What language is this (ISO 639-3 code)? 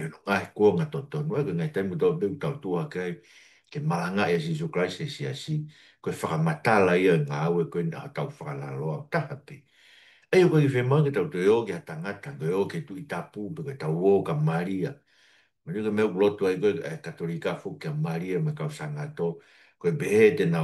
ton